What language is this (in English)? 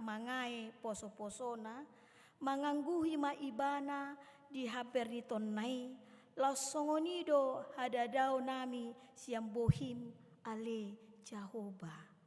Batak Toba